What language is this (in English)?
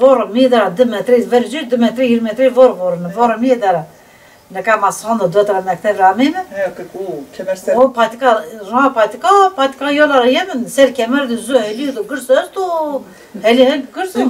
Zaza